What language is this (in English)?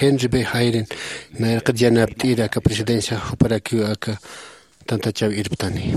Aymara